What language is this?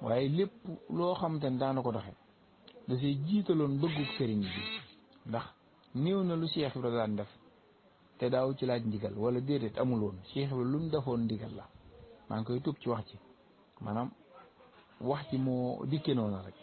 Wolof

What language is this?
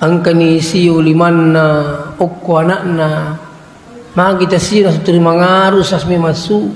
Buginese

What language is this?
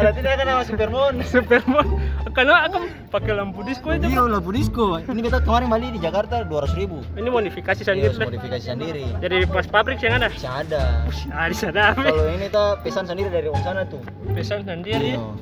Ambonese Malay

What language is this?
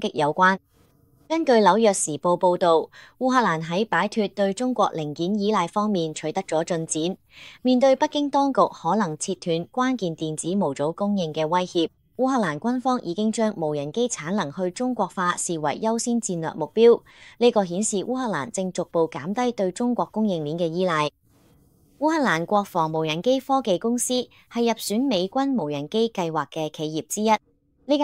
Cantonese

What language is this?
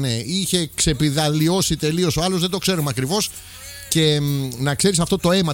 Greek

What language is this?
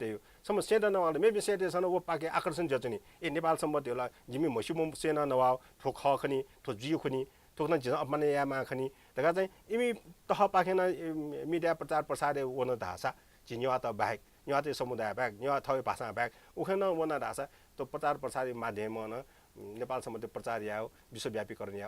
Newari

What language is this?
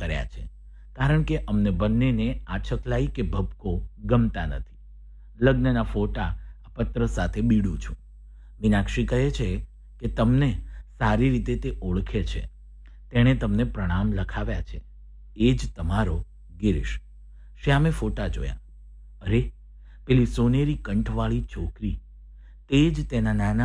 Gujarati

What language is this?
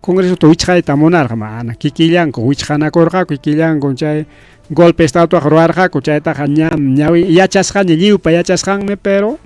Ayacucho Quechua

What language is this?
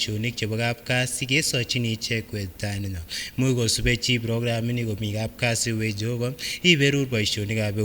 Kipsigis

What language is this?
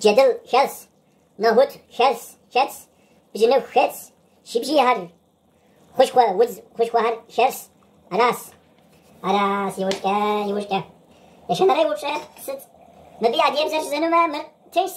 Kabardian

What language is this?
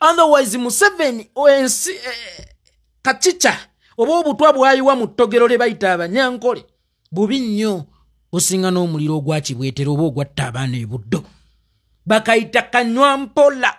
Ganda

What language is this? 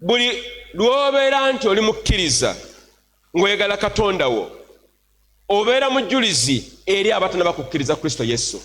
Ganda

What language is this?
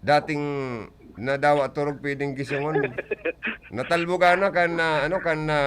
Bikol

